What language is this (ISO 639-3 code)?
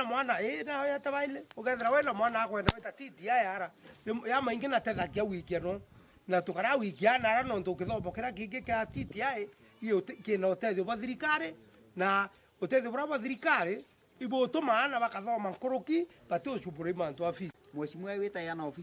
mer